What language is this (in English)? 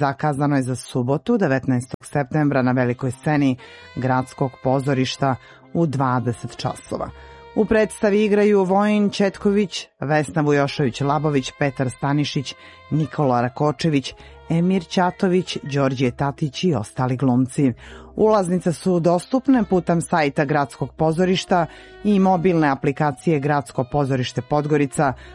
Serbian